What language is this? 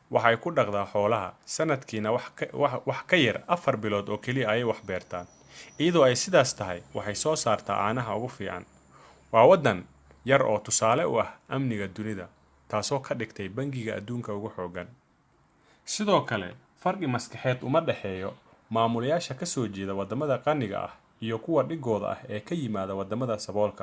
Somali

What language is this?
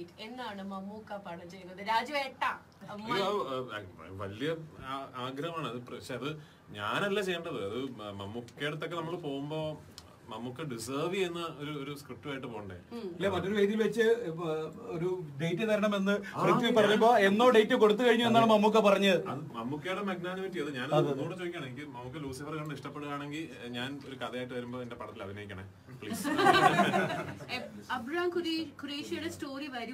Malayalam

